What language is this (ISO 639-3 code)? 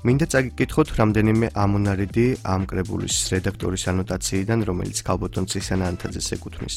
kat